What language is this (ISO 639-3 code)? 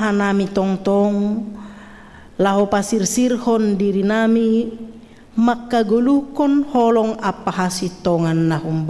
bts